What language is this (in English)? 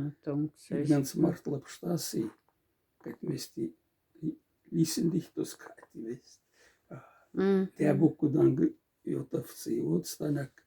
Moksha